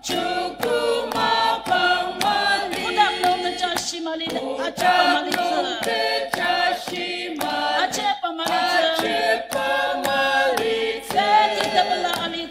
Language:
Ao Naga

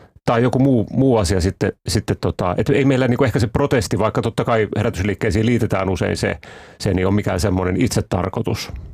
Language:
Finnish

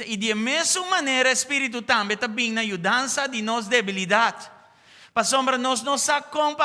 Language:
Papiamento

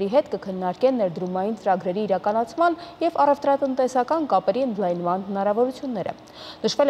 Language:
Armenian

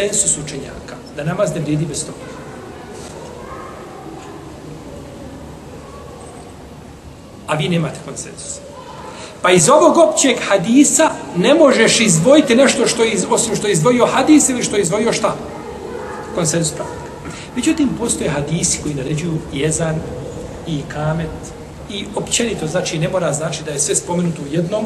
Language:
Bosnian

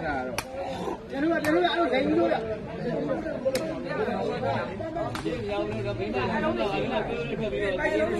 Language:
Burmese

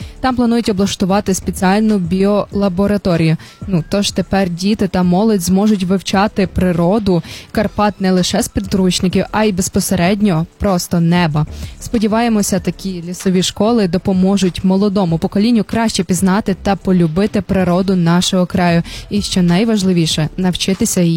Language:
Ukrainian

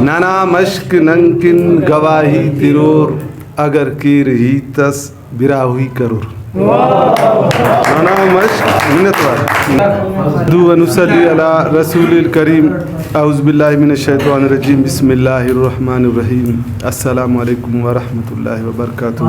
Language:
Brahui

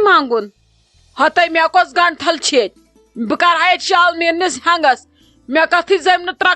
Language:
Kashmiri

